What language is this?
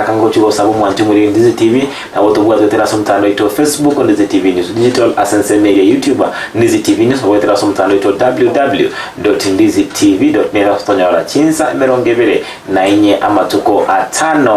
Gusii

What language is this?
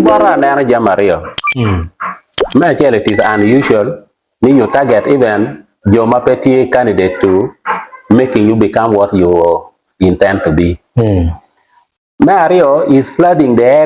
Acoli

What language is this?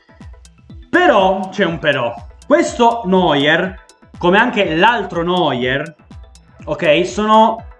Italian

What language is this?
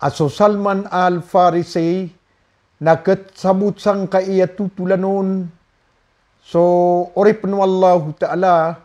Maranao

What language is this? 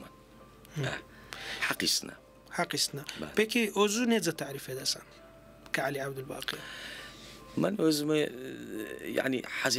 Turkish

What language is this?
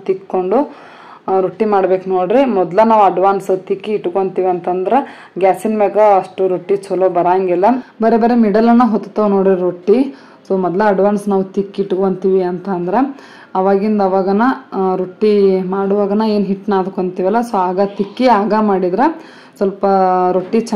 Kannada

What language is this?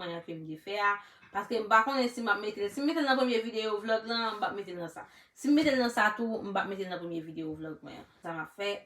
Haitian Creole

